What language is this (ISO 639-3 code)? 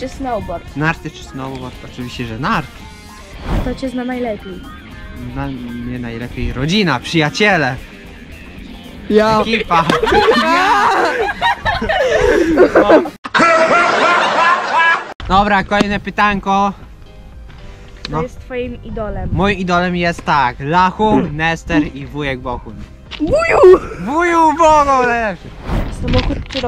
pol